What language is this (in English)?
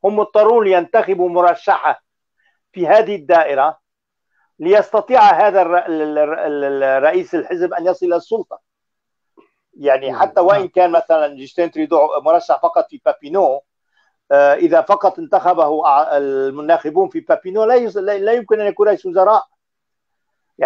Arabic